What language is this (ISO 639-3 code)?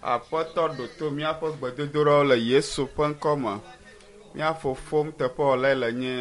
ewe